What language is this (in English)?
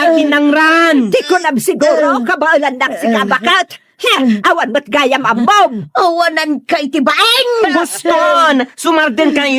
Iloko